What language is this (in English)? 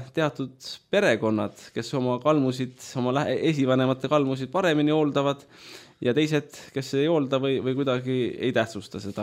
Estonian